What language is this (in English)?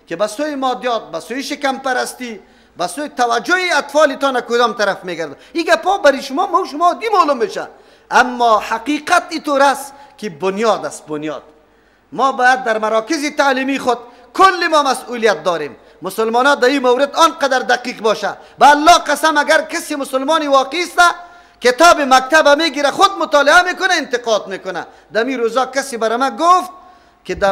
Persian